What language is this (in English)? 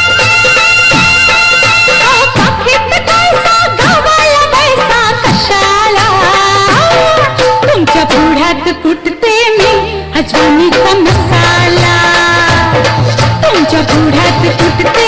Marathi